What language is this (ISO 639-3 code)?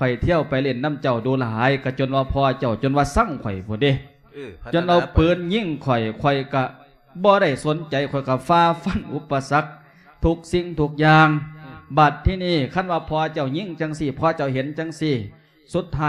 lao